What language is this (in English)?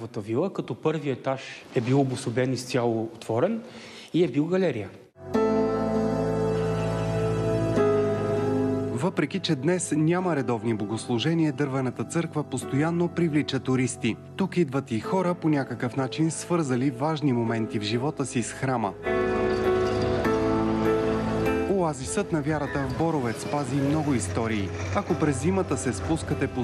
Bulgarian